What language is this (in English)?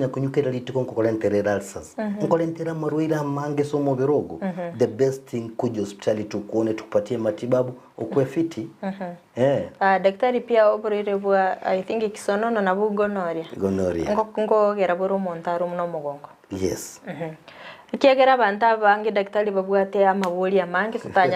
Gusii